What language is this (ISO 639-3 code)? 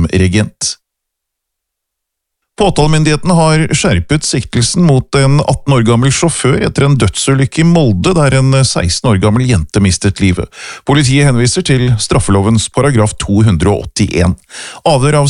nor